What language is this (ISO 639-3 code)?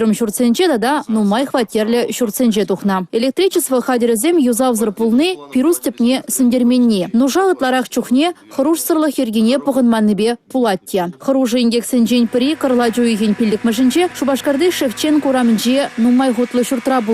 chv